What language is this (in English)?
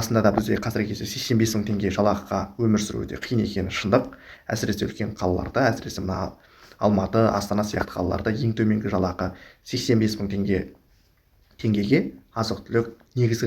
Kazakh